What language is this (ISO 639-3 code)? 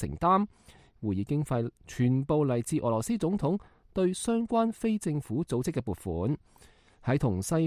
yue